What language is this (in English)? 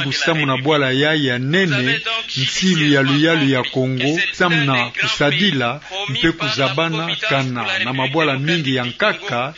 Kituba (Democratic Republic of Congo)